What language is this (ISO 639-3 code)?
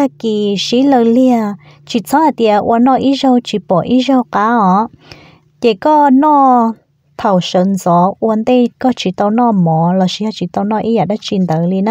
hmn